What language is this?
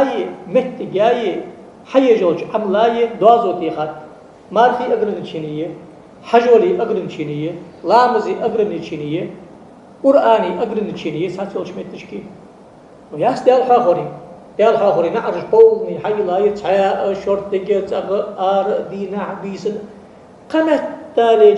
Ingush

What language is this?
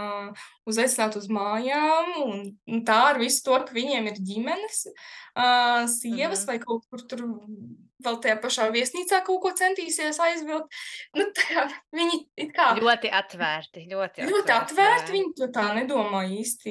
Latvian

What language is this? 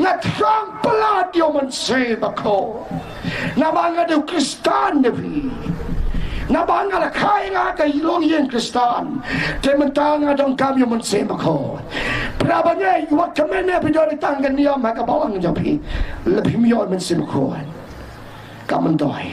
Khasi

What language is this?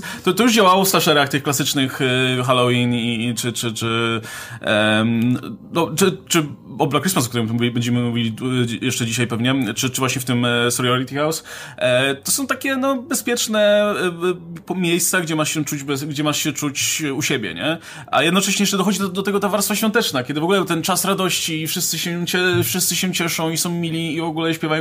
Polish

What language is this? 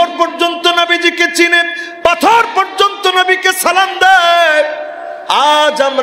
Bangla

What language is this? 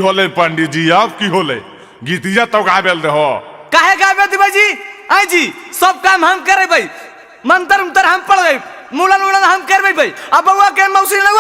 Magahi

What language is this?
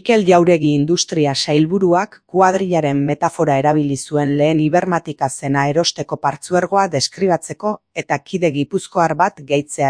Basque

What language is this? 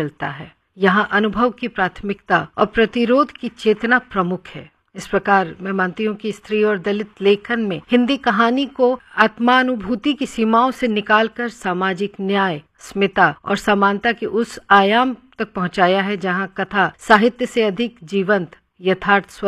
Hindi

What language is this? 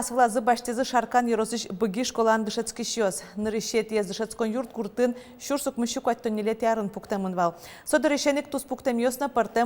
Udmurt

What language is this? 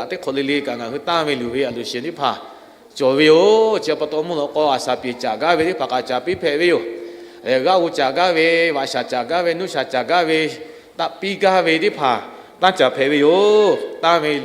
Lahu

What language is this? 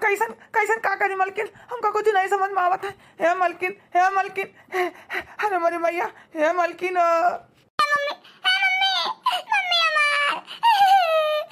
Awadhi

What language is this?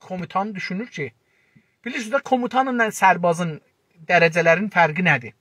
South Azerbaijani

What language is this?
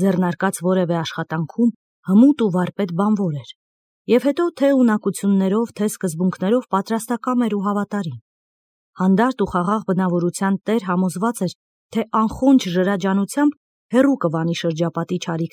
Armenian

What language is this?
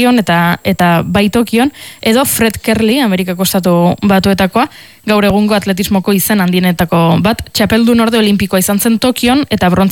Basque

